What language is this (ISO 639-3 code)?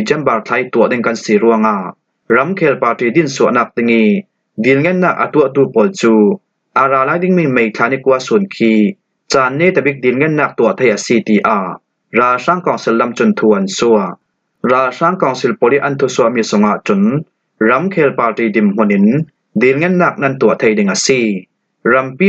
cfm